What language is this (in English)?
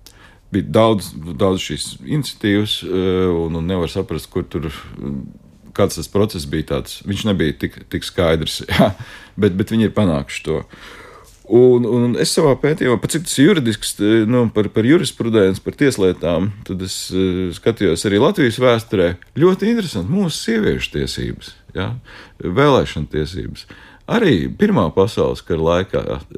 Latvian